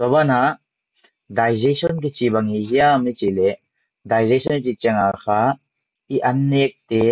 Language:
Paite Chin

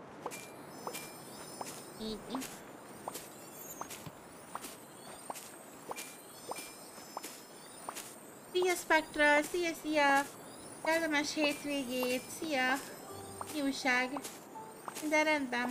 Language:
Hungarian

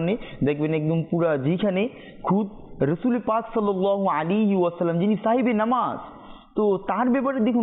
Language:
Bangla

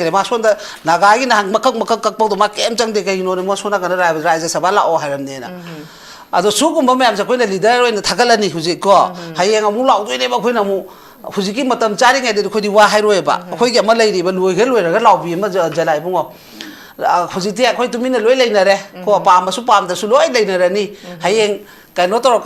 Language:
Manipuri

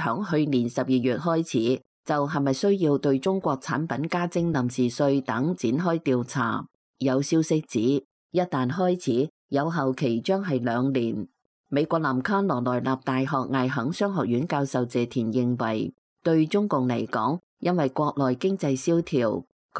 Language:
Cantonese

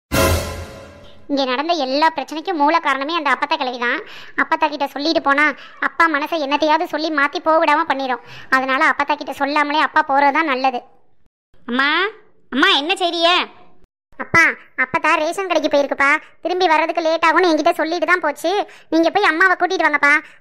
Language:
Tamil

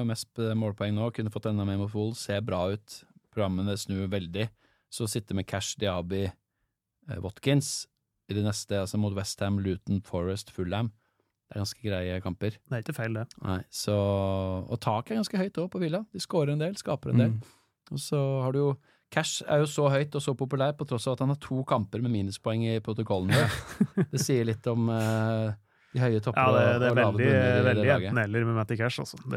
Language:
Norwegian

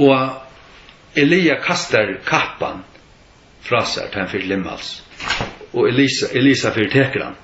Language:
Faroese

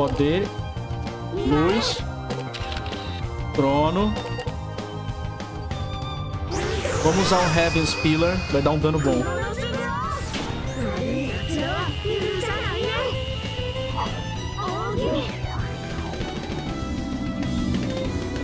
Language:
Portuguese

